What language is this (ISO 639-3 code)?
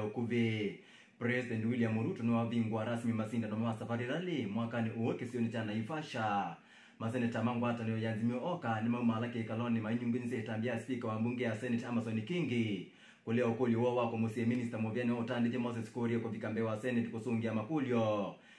kam